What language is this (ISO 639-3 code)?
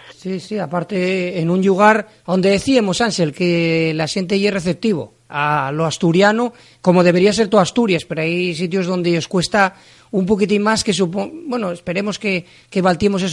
ast